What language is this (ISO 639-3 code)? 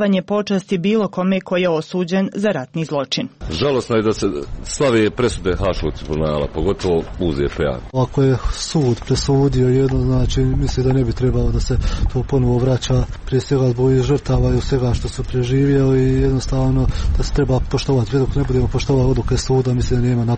srp